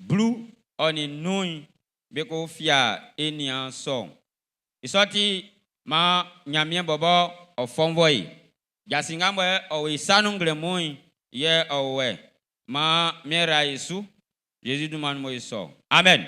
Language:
Baoulé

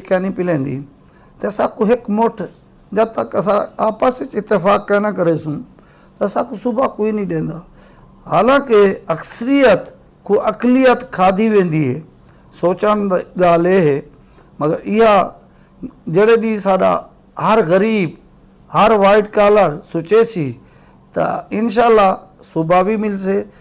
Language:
Saraiki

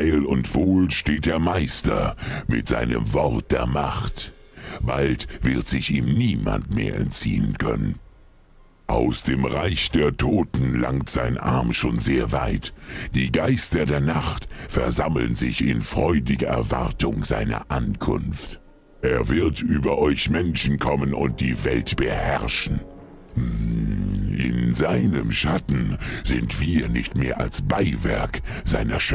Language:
Bavarian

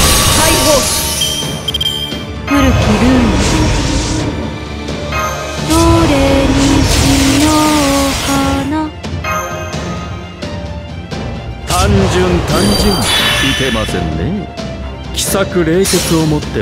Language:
Japanese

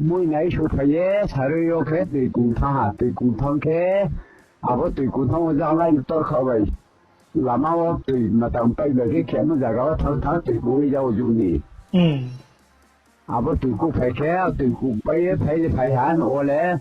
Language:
Riang (India)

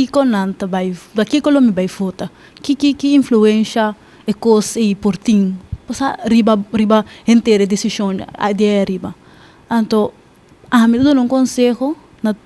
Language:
Papiamento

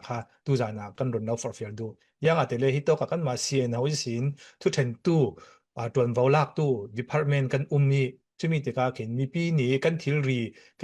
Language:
Falam Chin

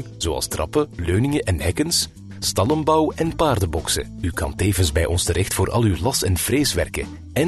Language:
Dutch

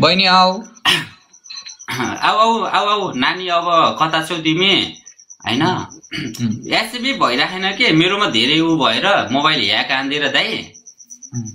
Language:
Nepali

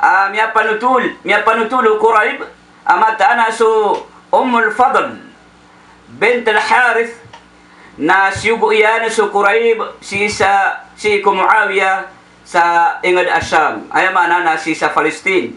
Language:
Maranao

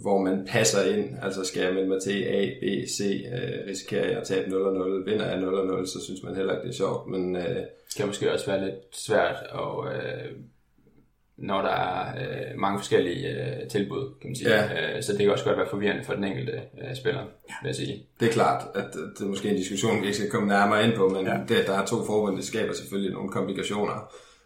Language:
Danish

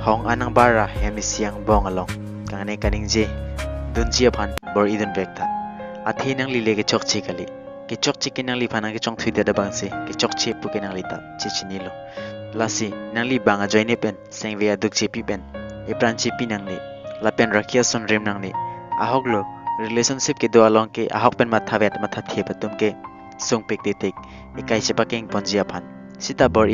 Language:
Karbi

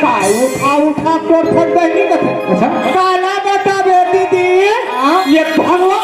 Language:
Chhattisgarhi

